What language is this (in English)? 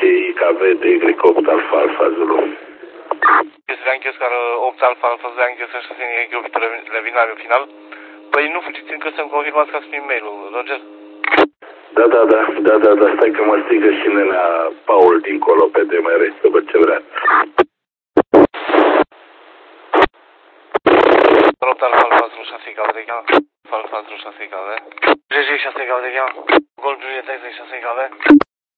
Romanian